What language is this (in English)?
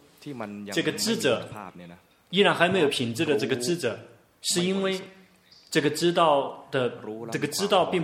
Chinese